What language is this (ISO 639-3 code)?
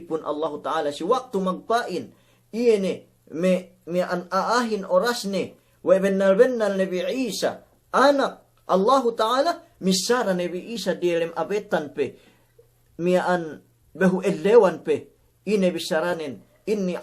yka